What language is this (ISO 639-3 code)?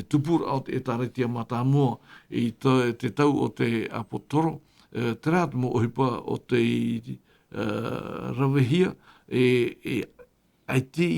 tah